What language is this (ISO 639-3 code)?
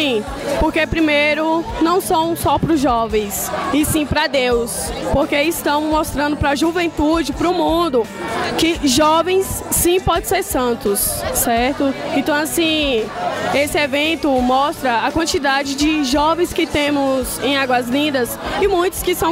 por